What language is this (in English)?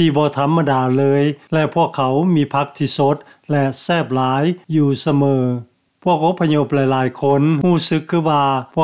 Lao